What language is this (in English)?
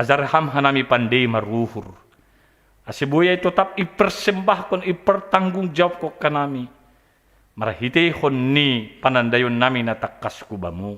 Batak Simalungun